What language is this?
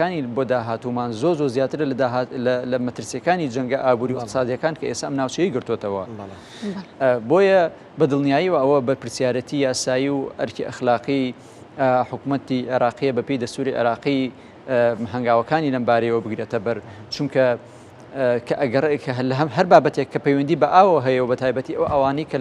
Central Kurdish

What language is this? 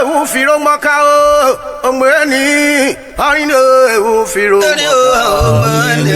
Urhobo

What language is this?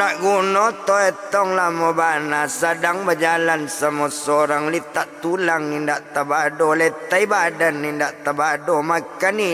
Minangkabau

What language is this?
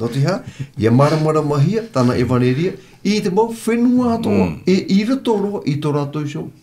Tahitian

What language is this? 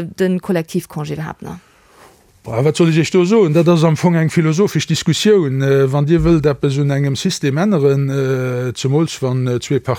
Luxembourgish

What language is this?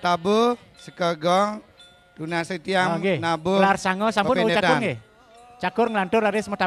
Balinese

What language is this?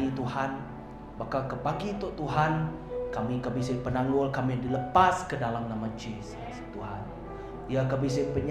Iban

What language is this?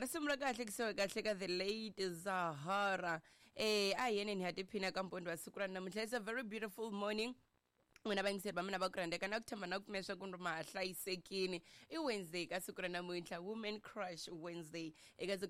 Tsonga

